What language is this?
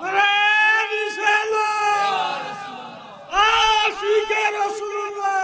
Sylheti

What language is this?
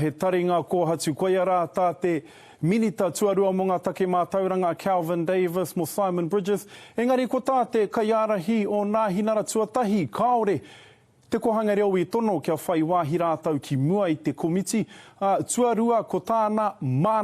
Māori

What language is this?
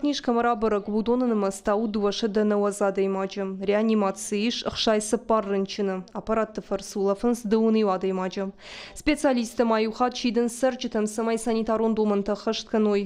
Ossetic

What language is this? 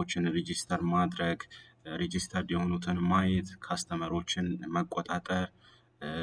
Amharic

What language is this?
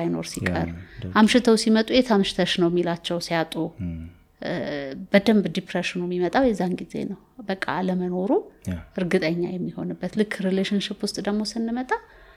Amharic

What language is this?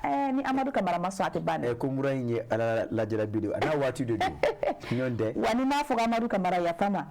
Bambara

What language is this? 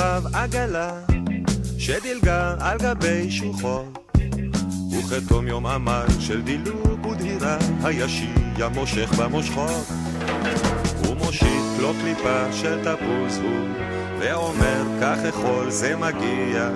Hebrew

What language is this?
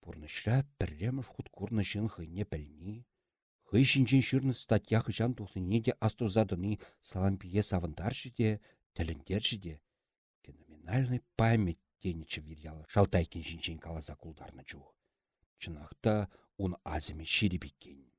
Chuvash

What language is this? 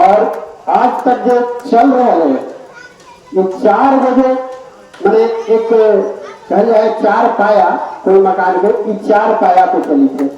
Magahi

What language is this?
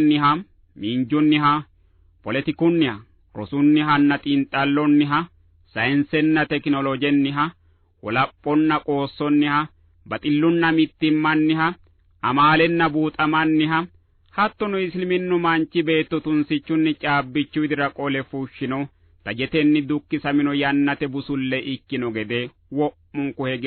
Sidamo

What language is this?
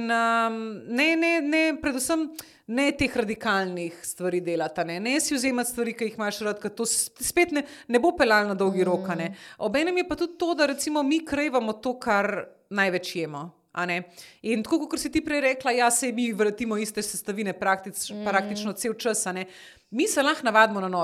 Slovenian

